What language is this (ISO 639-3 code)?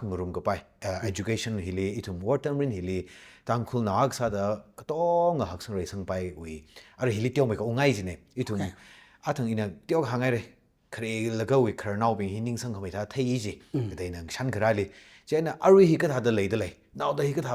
nmf